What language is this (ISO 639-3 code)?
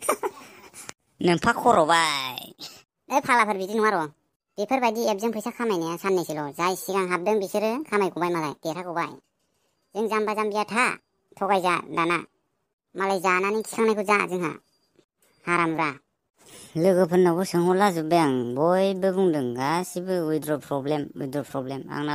brx